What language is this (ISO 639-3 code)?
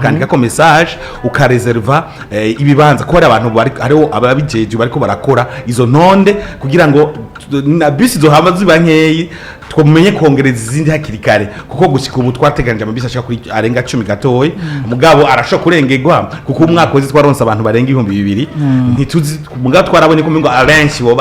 run